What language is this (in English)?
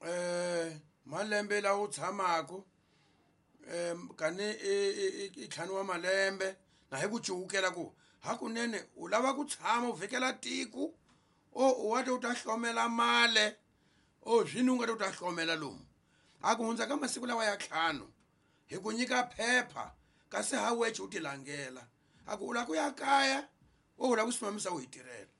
Tsonga